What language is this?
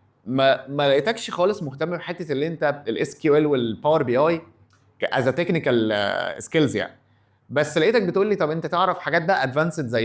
Egyptian Arabic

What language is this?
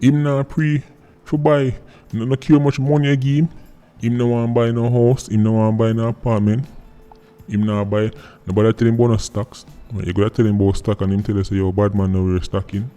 Jamaican Creole English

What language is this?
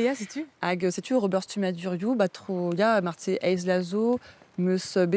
Breton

